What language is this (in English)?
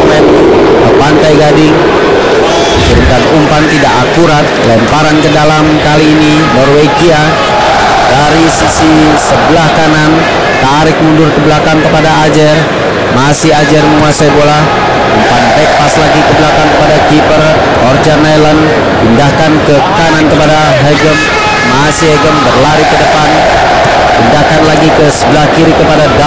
Indonesian